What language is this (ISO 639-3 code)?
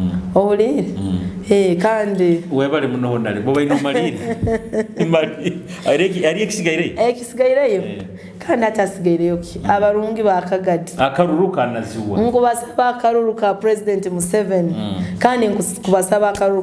nyo